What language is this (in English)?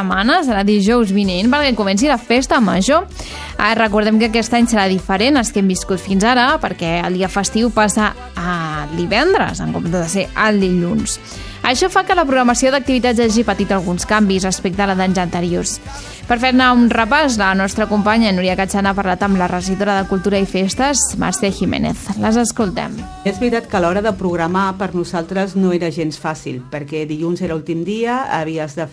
Catalan